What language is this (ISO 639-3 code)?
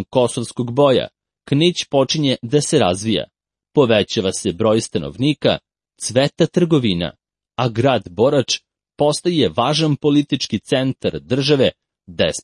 srp